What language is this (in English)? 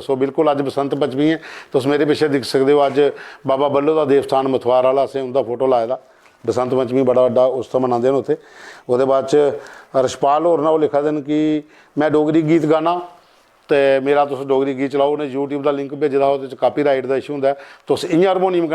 Dogri